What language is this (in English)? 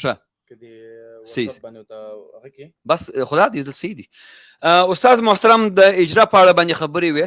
Pashto